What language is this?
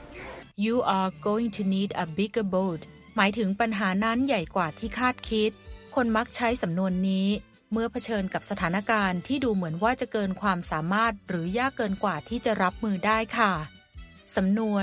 Thai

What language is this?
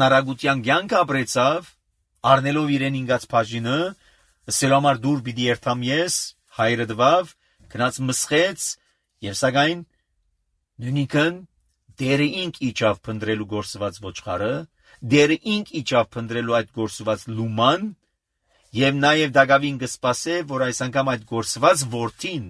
Armenian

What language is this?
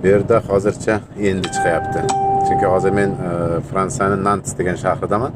Uzbek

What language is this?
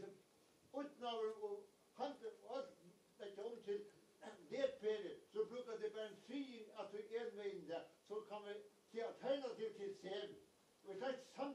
Faroese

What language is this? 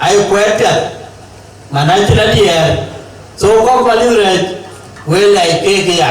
Dinka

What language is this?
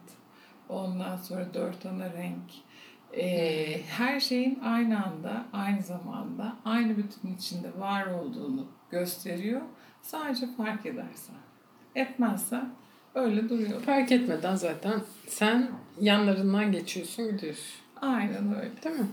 Turkish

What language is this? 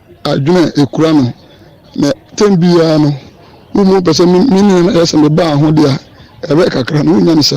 Akan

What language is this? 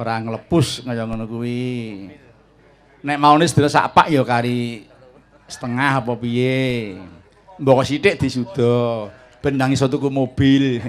Javanese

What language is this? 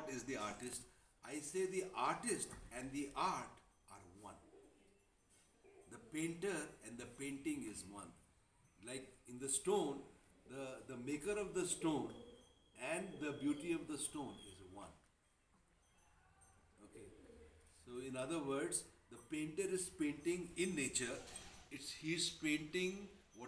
English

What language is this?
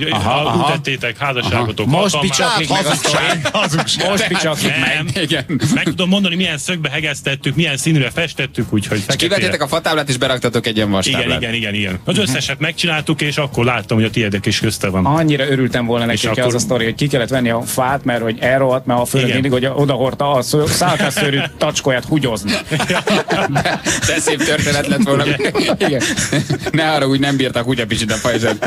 Hungarian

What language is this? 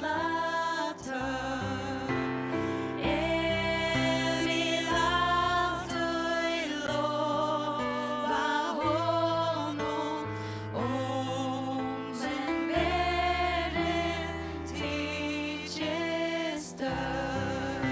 Faroese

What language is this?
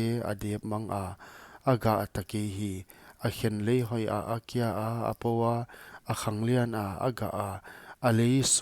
Paite Chin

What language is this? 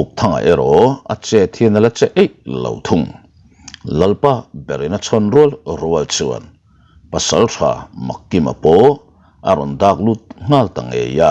Mizo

